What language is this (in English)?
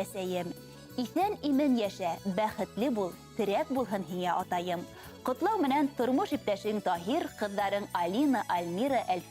Bashkir